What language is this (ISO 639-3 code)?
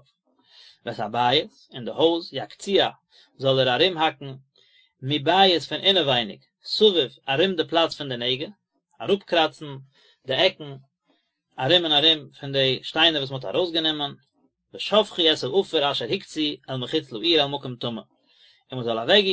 yid